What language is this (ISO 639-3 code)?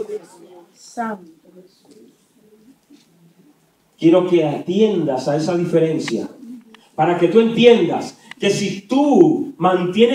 spa